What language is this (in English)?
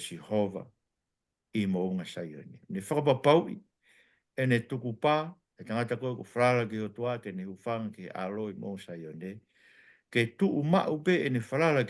Tongan